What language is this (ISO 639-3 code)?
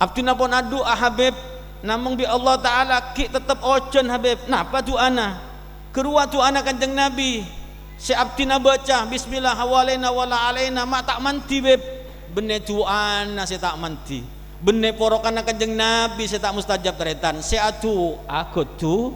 mad